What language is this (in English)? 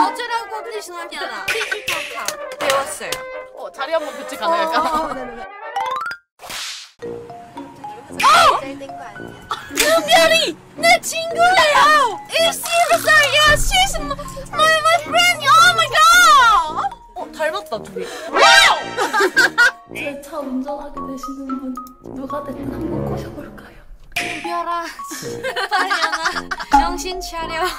Korean